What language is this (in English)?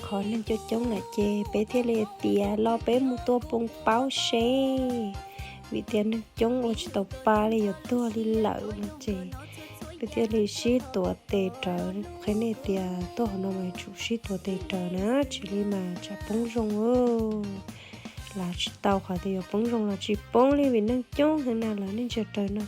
Hmong